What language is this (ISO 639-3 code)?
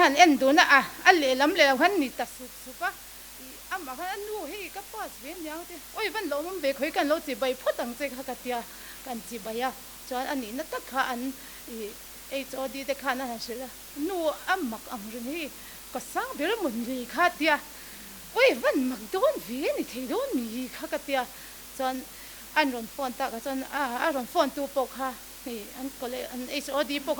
lus